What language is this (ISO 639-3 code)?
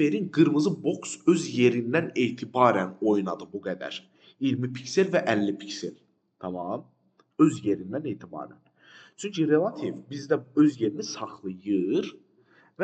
aze